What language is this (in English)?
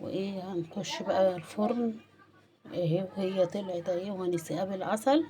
Egyptian Arabic